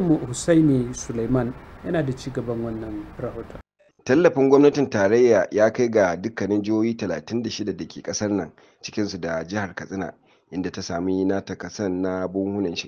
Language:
Hausa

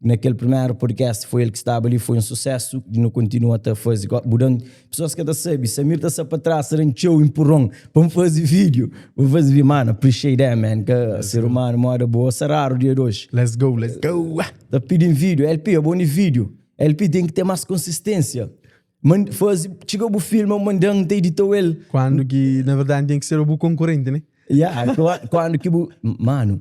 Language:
Kabuverdianu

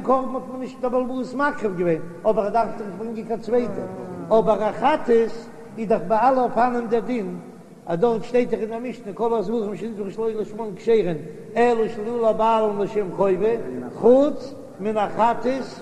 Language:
Yiddish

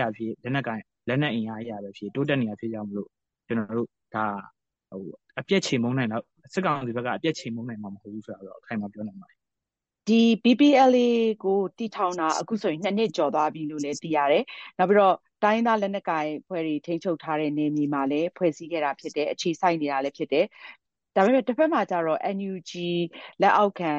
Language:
Burmese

